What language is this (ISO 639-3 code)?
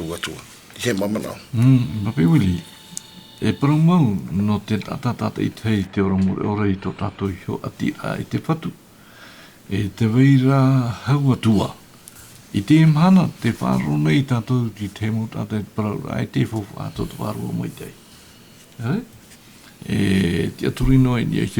tah